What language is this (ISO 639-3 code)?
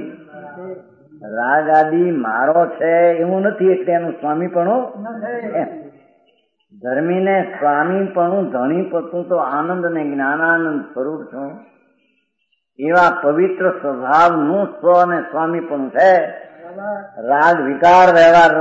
guj